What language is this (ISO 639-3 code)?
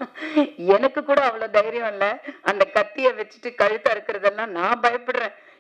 tam